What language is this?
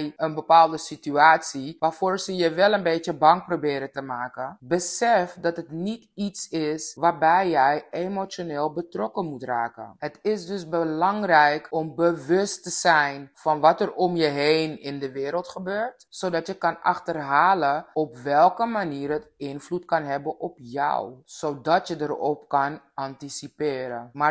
Dutch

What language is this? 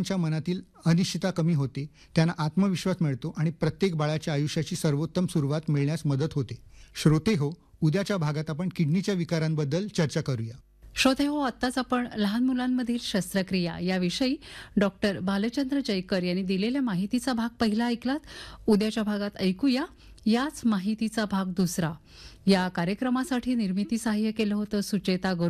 Marathi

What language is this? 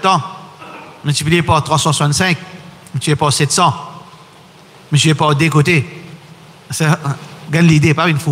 French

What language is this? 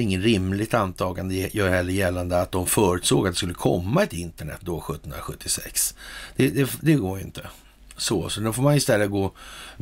Swedish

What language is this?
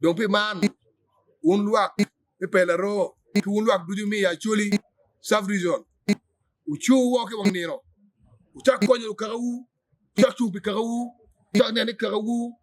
Acoli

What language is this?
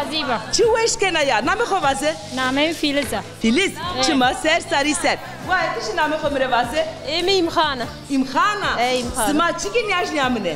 Zaza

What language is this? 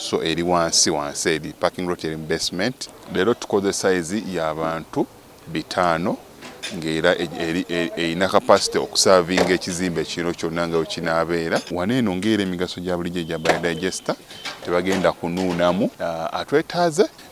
Ganda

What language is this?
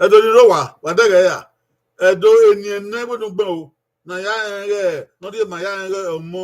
Bini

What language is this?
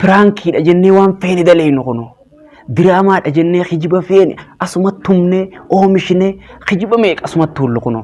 Oromo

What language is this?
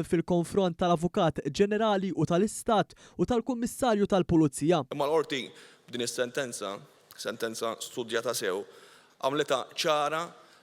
Maltese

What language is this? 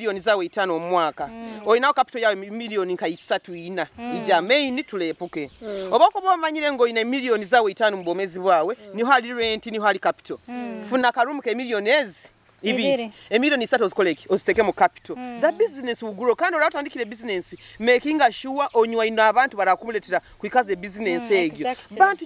Nyoro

